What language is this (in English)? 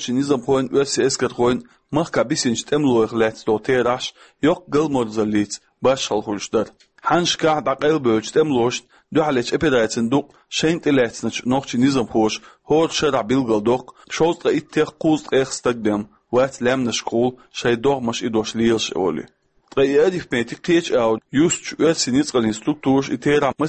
Chechen